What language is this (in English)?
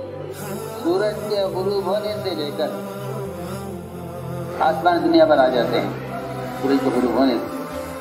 Urdu